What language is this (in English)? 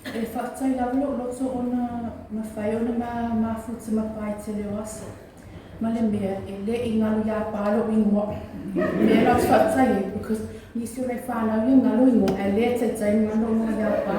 Samoan